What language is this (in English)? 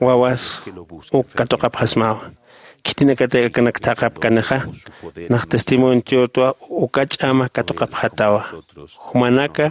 Aymara